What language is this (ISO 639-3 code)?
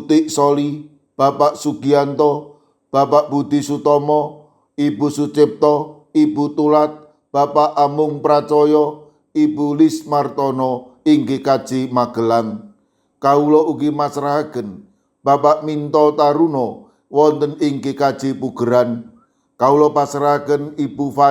jav